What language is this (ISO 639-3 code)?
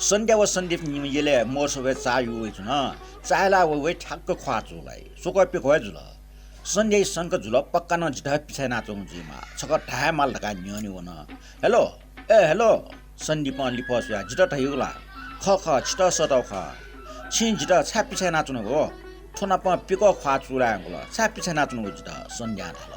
new